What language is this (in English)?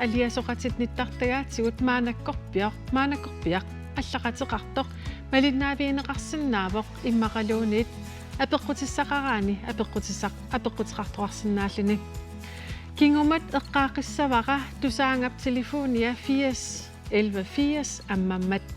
Kalaallisut